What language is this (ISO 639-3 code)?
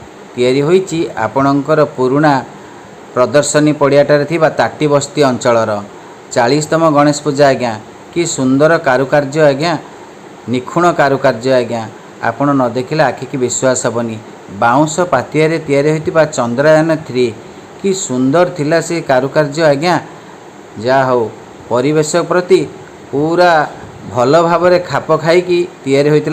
ori